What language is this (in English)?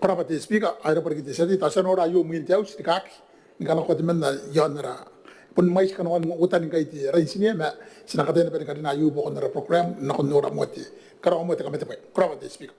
Gilbertese